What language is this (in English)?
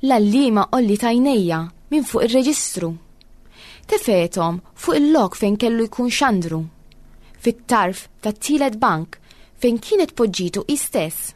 Maltese